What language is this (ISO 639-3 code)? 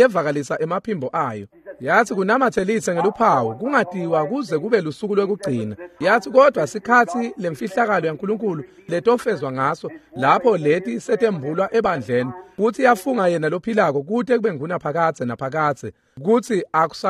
ssw